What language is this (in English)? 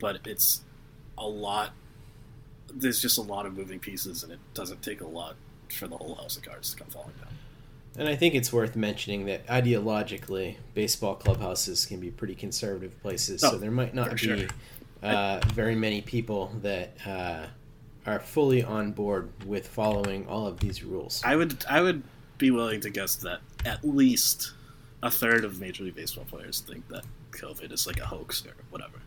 English